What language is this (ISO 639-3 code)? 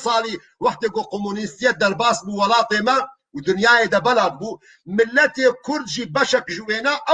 kur